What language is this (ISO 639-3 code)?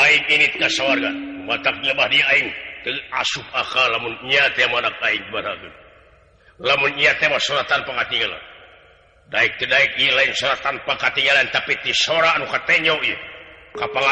sun